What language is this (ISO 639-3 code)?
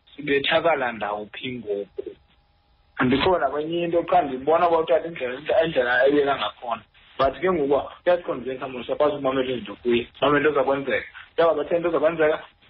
xho